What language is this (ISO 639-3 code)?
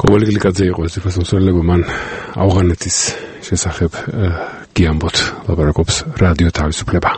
kat